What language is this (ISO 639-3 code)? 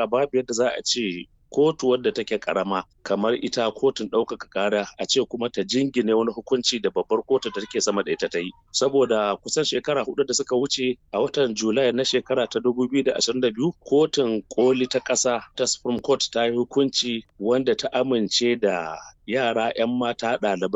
hau